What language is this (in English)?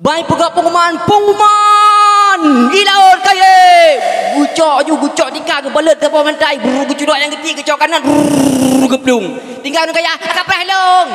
Achinese